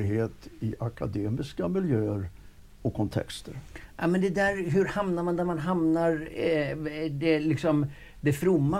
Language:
Swedish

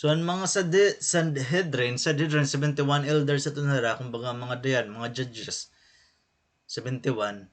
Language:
Waray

